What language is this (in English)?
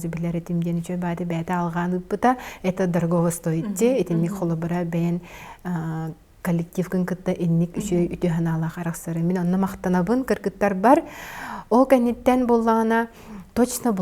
Yakut